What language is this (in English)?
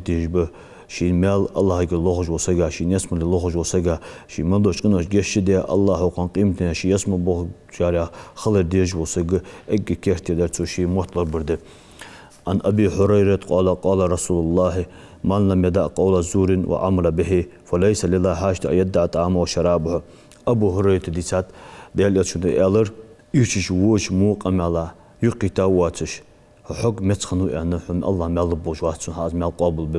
Ingush